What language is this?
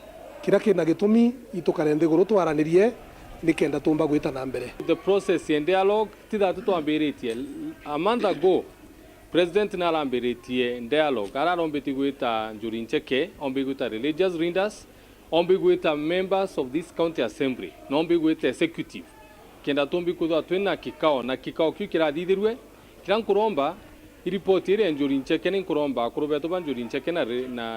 Meru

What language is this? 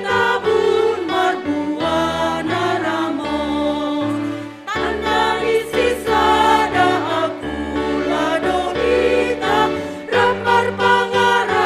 Batak Simalungun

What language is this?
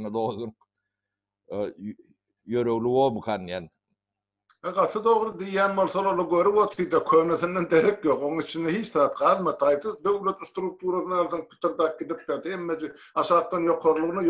Turkmen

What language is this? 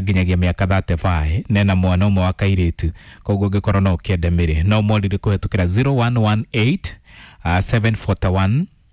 Kikuyu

